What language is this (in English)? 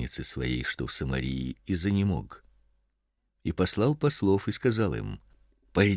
Russian